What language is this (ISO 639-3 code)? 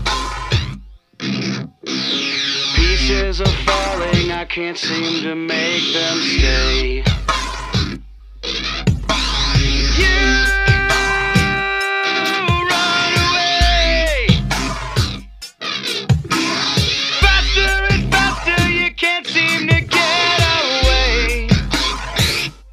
eng